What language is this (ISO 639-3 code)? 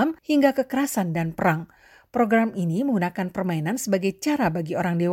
ind